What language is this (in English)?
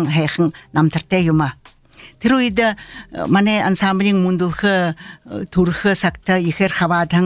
Buriat